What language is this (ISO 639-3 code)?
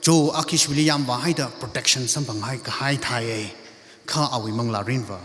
nmf